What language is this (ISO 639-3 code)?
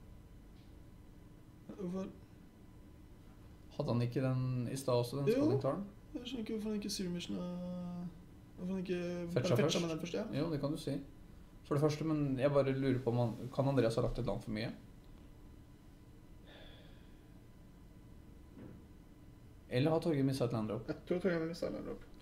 nor